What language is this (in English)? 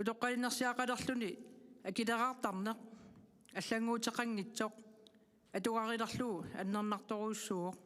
Kalaallisut